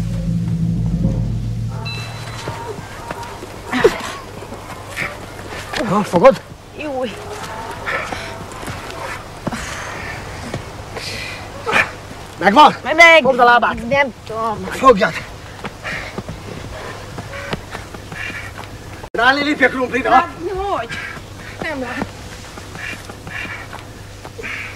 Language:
Hungarian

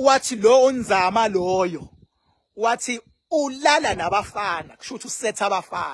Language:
Zulu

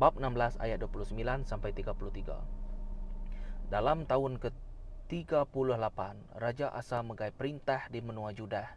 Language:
Iban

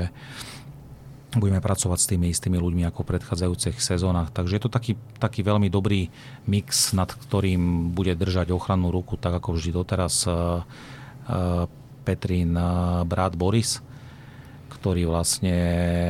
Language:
Slovak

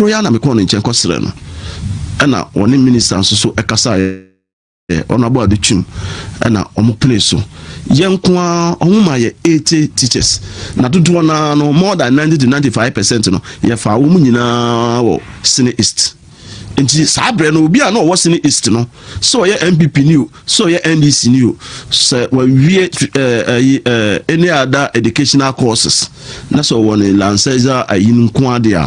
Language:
Akan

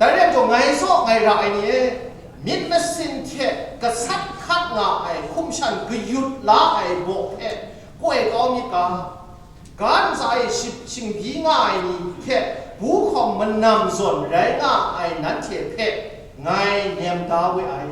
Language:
Kachin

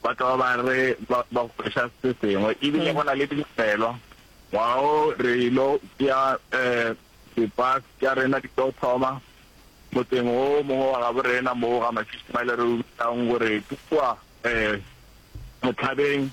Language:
Northern Sotho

